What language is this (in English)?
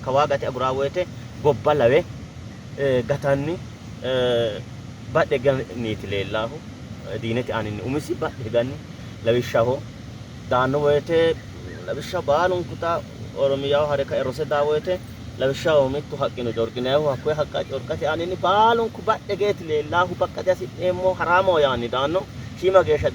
Sidamo